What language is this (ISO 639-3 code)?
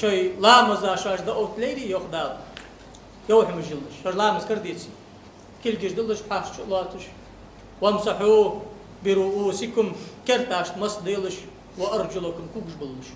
inh